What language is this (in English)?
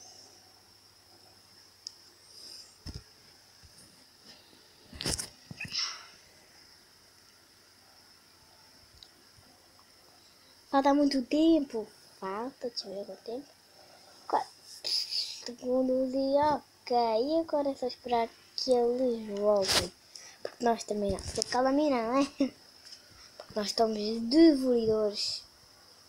Portuguese